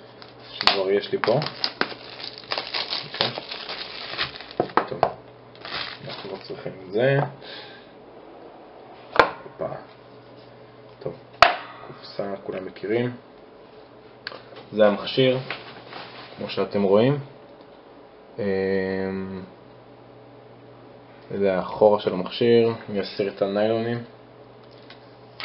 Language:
Hebrew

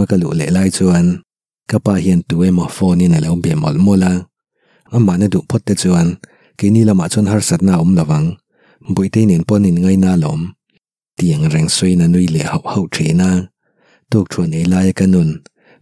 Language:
Mizo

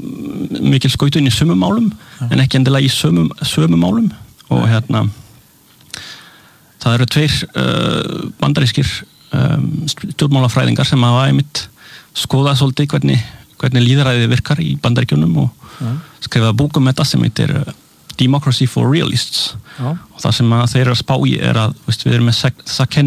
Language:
Icelandic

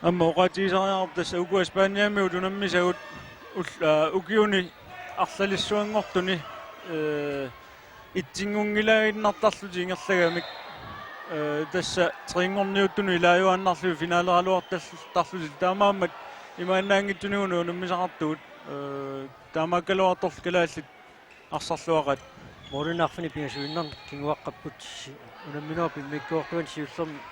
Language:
Kalaallisut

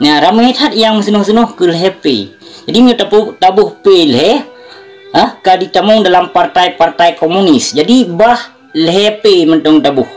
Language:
Achinese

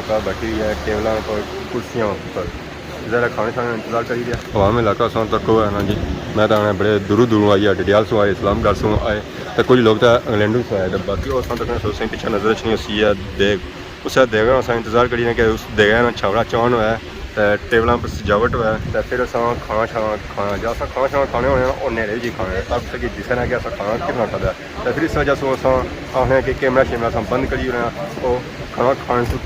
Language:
Pahari-Potwari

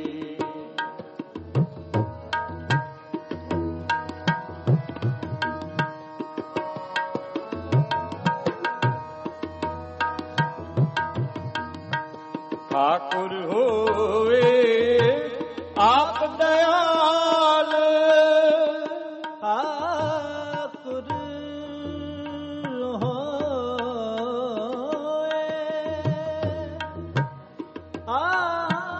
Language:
Punjabi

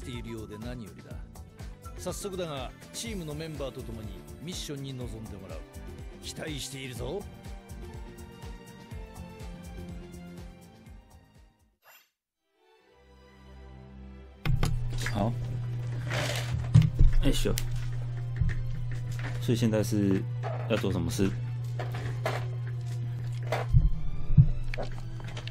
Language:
Japanese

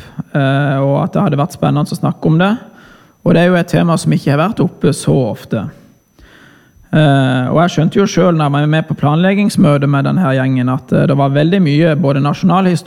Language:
Norwegian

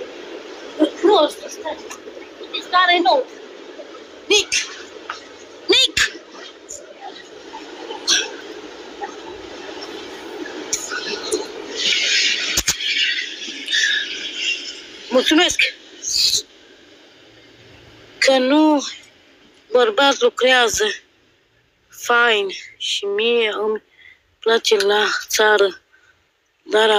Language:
Romanian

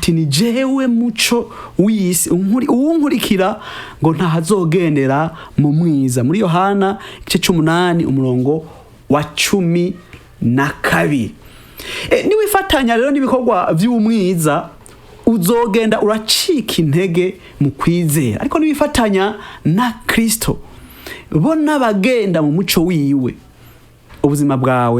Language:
Rundi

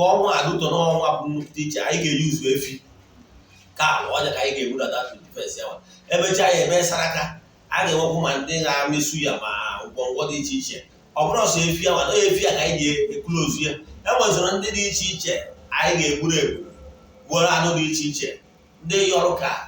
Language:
Igbo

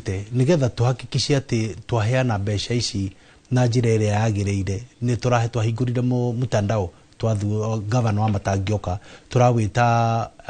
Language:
Kikuyu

